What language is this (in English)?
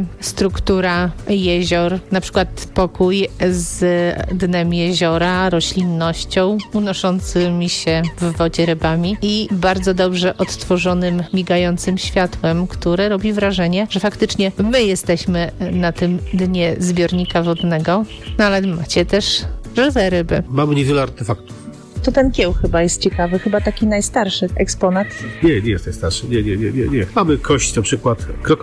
Polish